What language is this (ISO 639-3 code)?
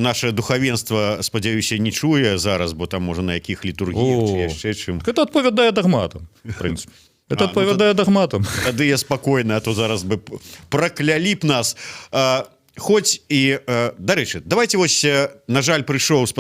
bel